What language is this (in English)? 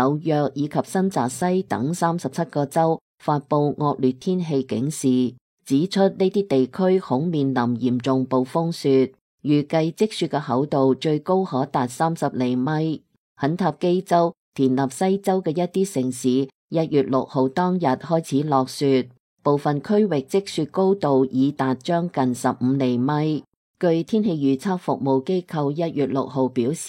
Cantonese